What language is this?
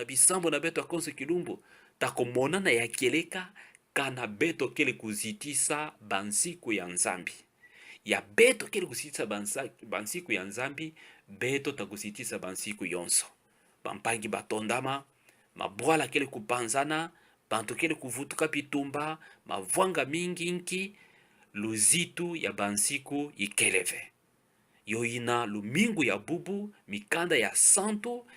Kituba (Democratic Republic of Congo)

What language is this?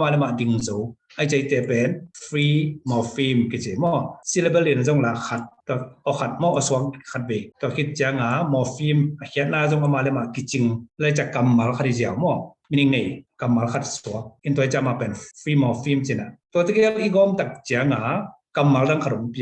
Tedim Chin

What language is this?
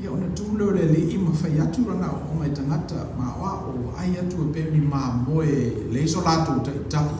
Samoan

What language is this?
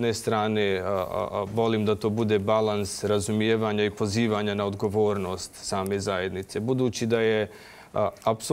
Bosnian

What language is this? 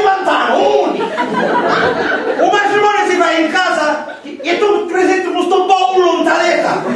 Sicilian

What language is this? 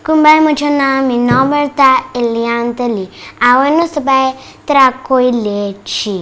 Papiamento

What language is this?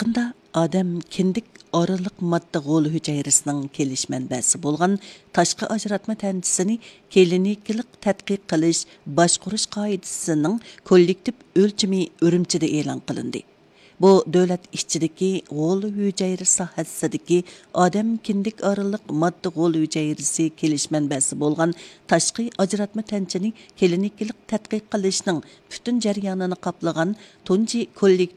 Uyghur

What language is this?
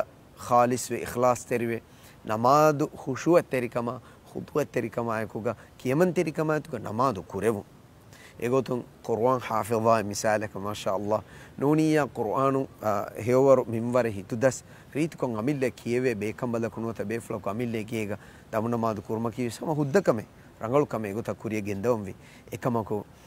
Divehi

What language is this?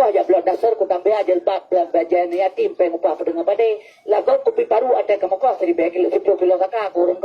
Achinese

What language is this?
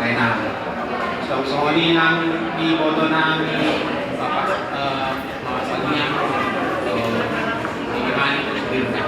Batak Toba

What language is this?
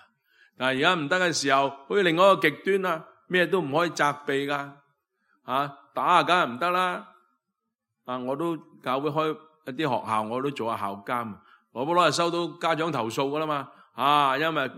Cantonese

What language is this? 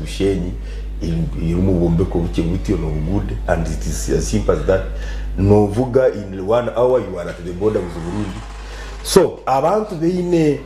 Nyankole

